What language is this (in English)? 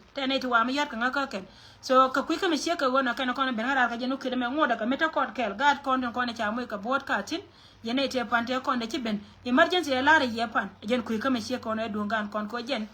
Nuer